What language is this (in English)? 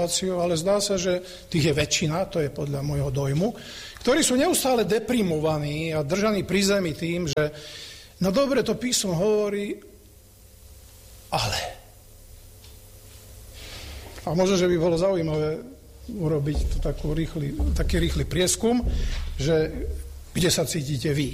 Slovak